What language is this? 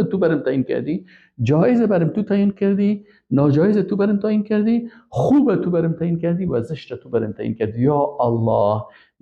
Persian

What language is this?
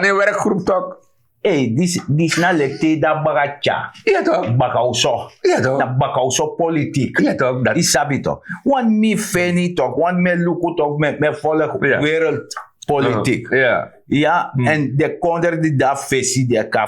Sranan Tongo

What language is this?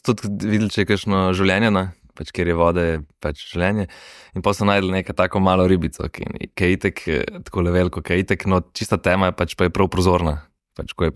Slovenian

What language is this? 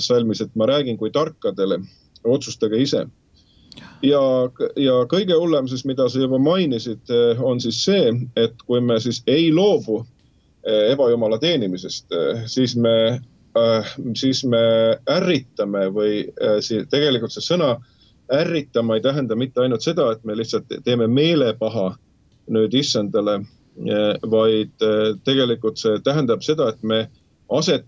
Estonian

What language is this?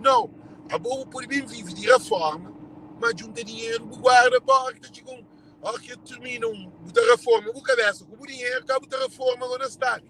Kabuverdianu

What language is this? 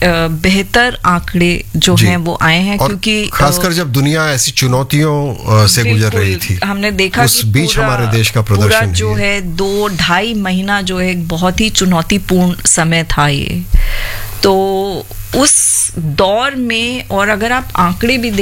Hindi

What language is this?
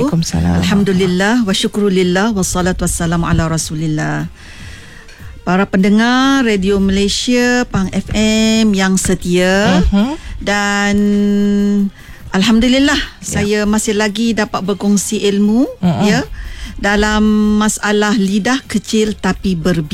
Malay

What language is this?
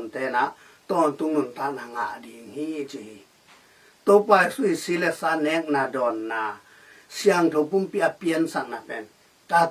Tedim Chin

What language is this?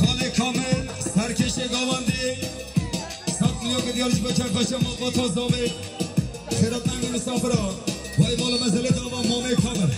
Kurdish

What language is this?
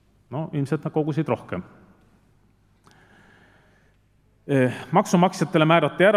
Estonian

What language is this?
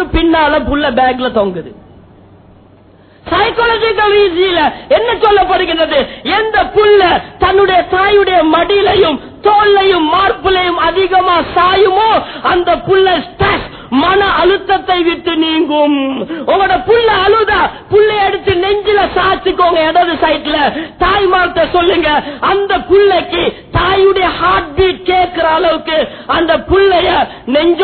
Tamil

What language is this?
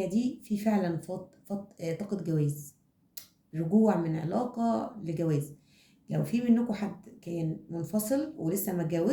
Egyptian Arabic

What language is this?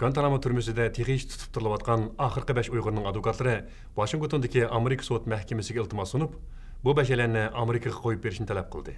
Uyghur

